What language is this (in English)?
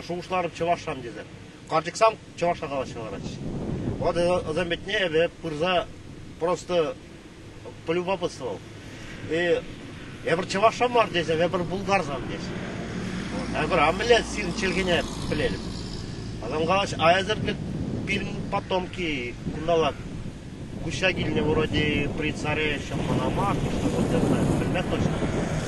Chuvash